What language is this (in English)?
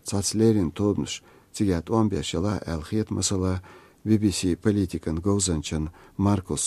Chechen